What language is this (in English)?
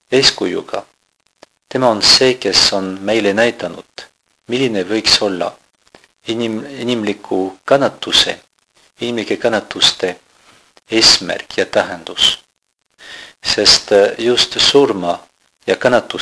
Estonian